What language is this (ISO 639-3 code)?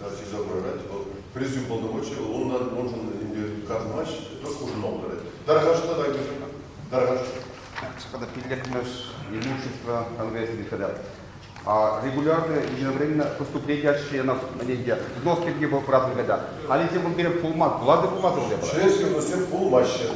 chv